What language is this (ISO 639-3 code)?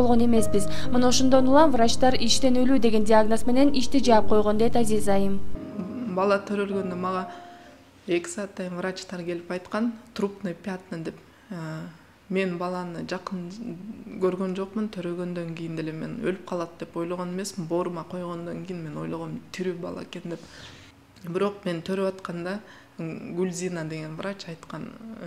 kir